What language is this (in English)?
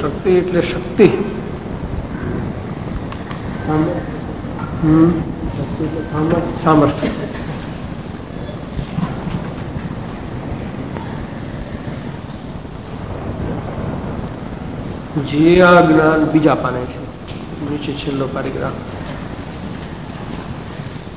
Gujarati